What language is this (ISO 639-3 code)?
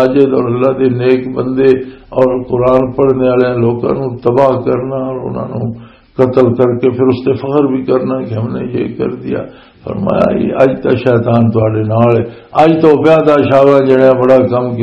lah